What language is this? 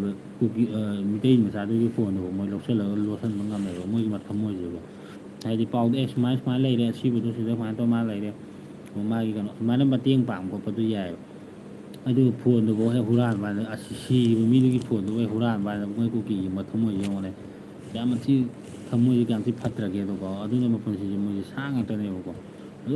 Manipuri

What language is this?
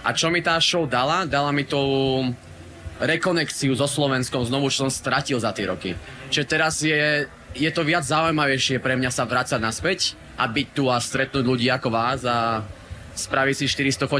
Slovak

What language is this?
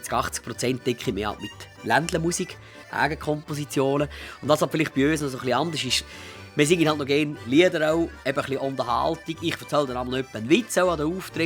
Swiss German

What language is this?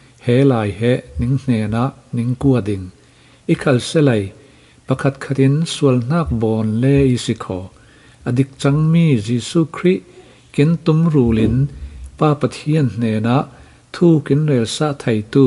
Falam Chin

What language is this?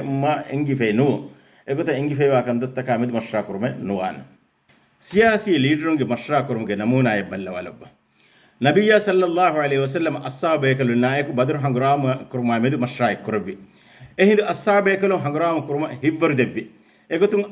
Divehi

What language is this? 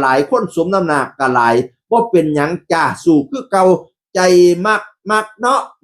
Northeastern Thai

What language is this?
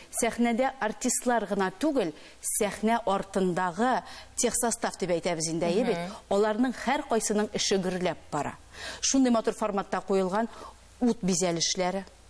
Tatar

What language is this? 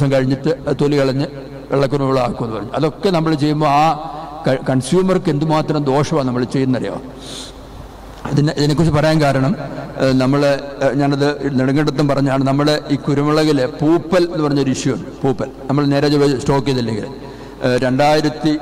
Malayalam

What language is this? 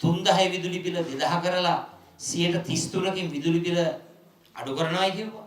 Sinhala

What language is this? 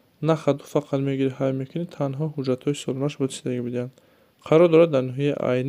Tajik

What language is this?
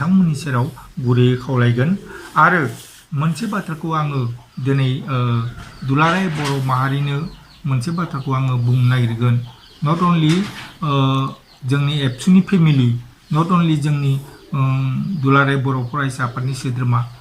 Bodo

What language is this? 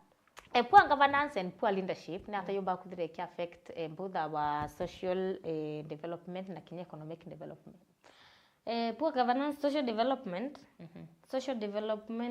Meru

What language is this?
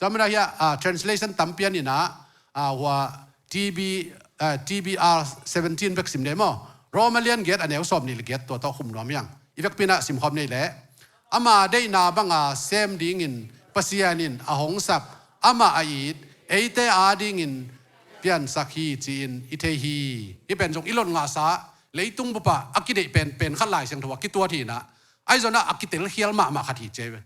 Tedim Chin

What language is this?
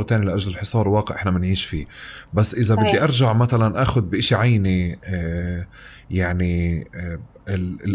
North Levantine Arabic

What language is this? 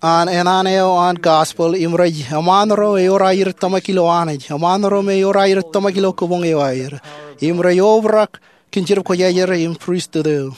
Marshallese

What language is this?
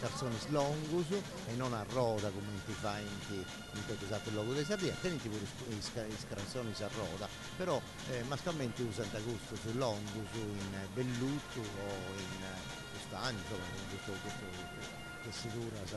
Sardinian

